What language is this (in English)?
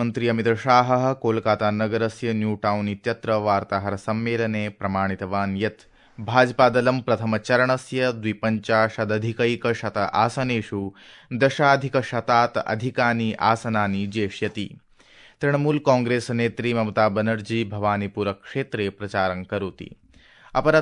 Sanskrit